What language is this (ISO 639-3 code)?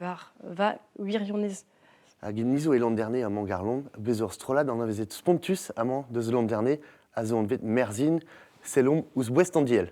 bre